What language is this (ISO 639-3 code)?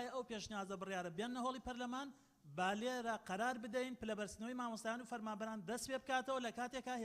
ckb